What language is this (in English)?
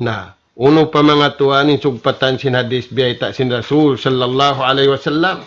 Tausug